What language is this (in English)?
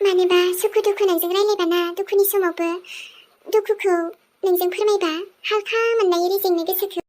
Bodo